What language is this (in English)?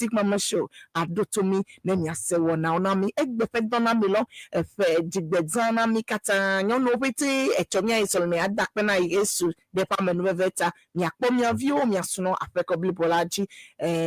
Ewe